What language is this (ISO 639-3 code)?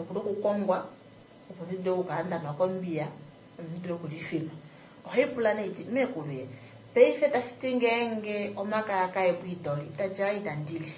kua